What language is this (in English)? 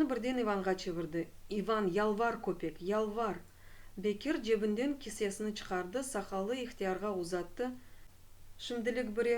Crimean Tatar